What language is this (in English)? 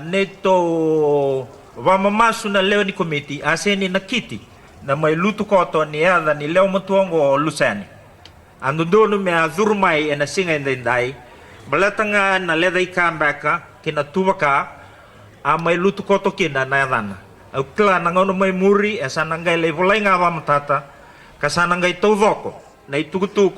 Fijian